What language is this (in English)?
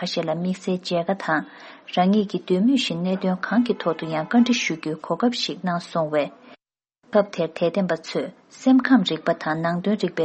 Tibetan